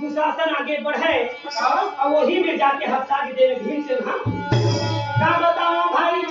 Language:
Chhattisgarhi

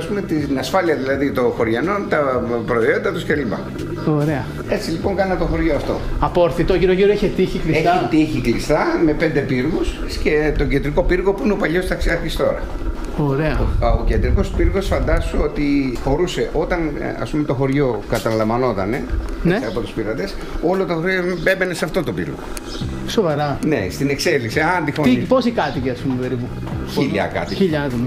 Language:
Greek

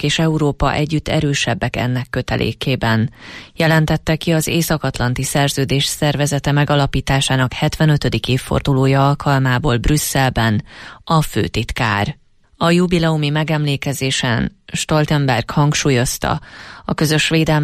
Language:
Hungarian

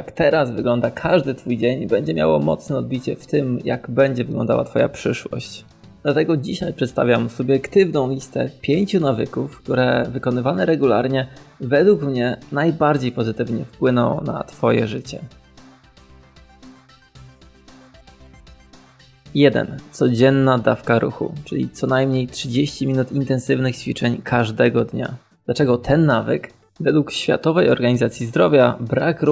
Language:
Polish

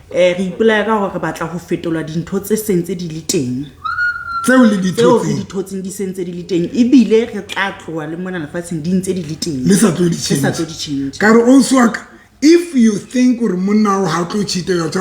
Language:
Southern Sotho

